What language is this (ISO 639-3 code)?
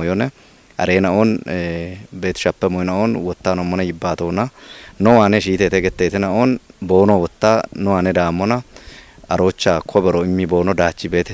kbr